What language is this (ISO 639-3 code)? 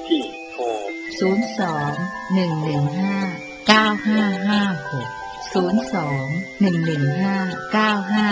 tha